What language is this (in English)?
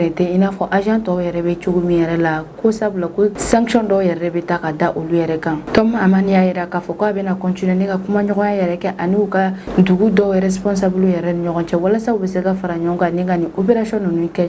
Bambara